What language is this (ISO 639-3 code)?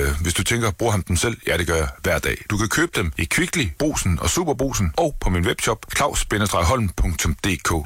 dan